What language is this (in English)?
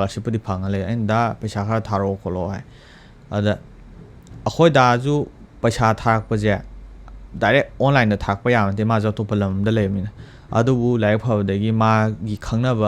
Manipuri